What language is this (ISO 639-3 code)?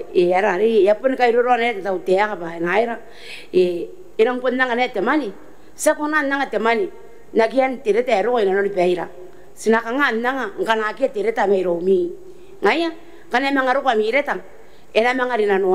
gil